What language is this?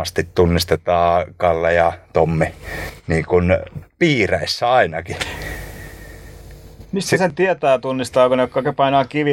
Finnish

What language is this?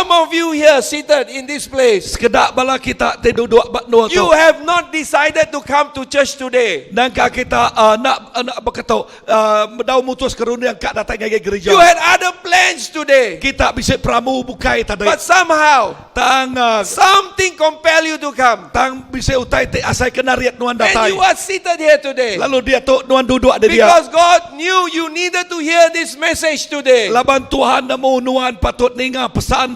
Iban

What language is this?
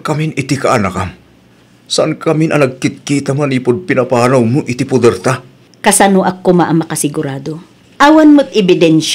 Iloko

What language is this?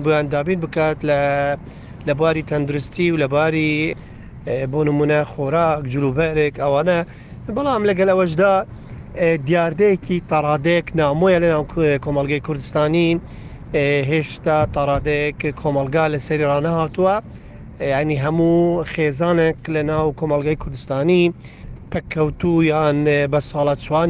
Central Kurdish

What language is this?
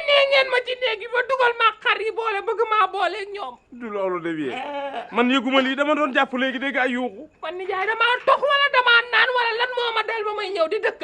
Wolof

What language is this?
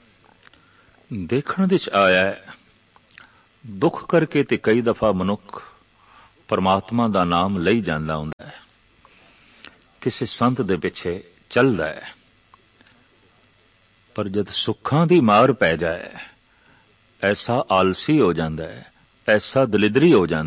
Punjabi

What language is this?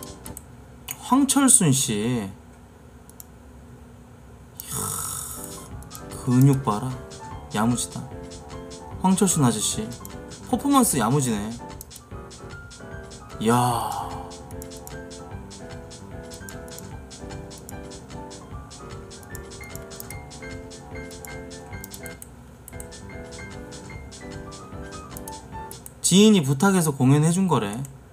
Korean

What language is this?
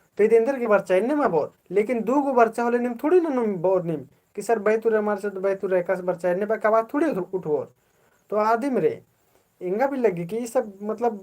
Kurukh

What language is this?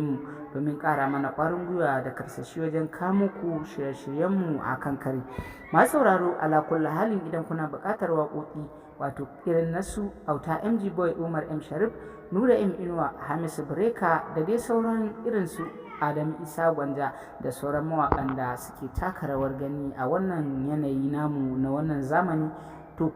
Hausa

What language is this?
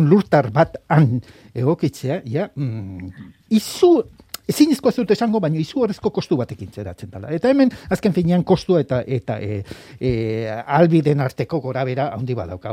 Basque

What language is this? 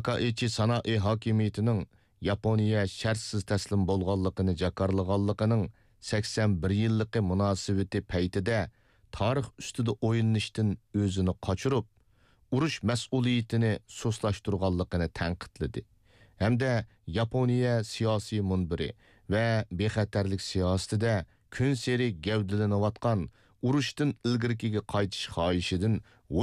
Uyghur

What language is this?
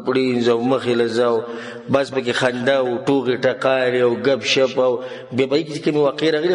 Pashto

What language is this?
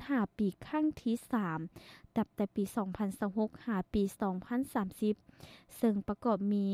Lao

